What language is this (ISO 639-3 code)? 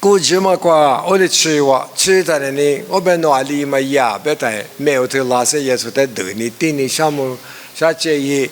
lis